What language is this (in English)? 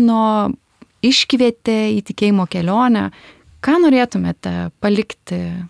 Lithuanian